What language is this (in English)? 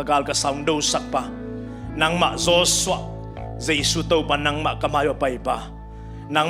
Tedim Chin